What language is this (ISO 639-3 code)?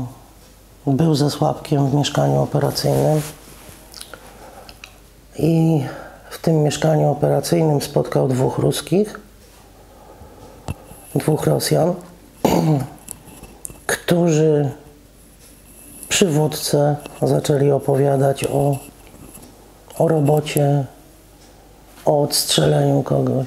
pol